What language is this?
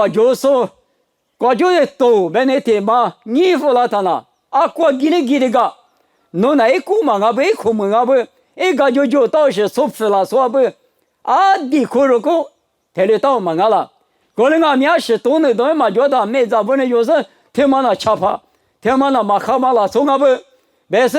Lisu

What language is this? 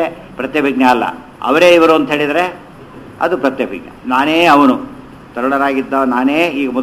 Kannada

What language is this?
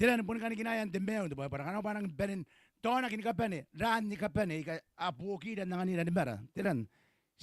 Gilbertese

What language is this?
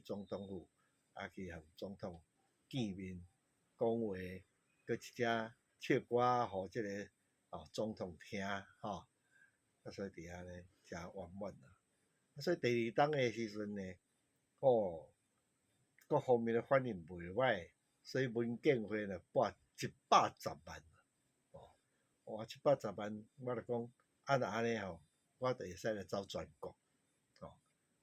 Min Nan Chinese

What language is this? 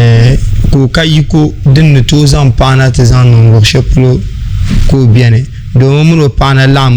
Dagbani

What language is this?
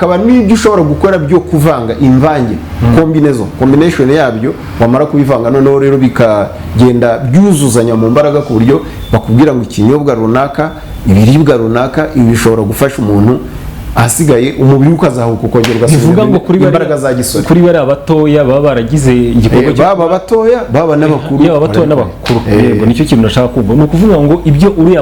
Kinyarwanda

